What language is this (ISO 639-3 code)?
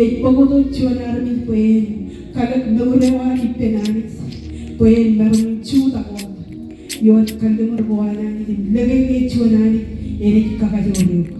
mah